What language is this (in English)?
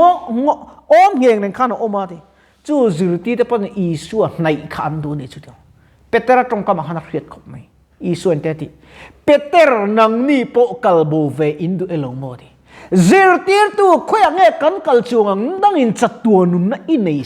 Mizo